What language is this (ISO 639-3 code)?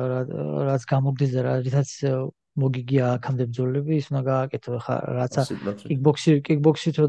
kat